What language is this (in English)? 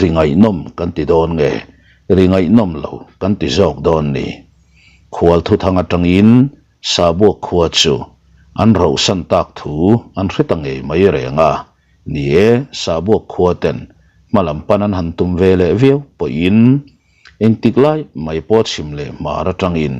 Mizo